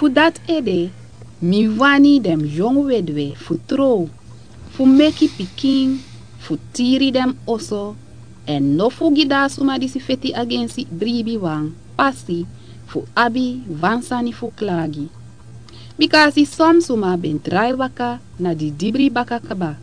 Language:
Sranan Tongo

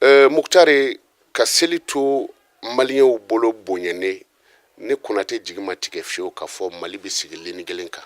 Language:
Bambara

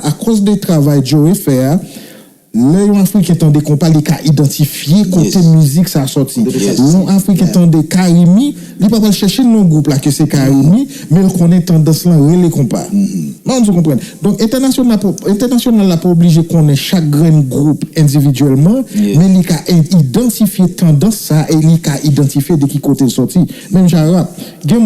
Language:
Haitian Creole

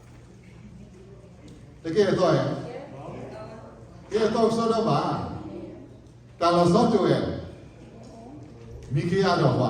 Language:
S'gaw Karen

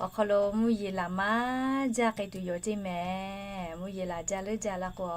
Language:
Lahu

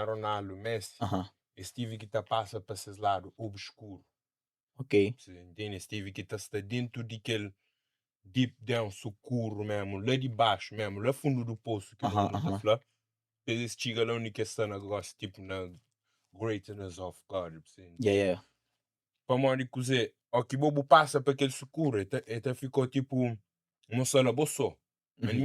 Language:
Kabuverdianu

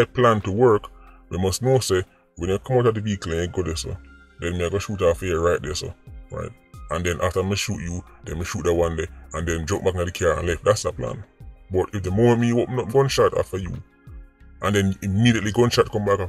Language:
Jamaican Creole English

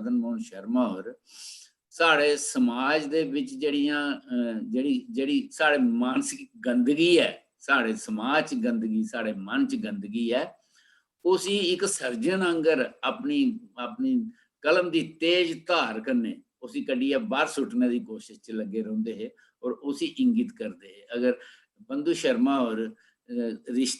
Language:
Dogri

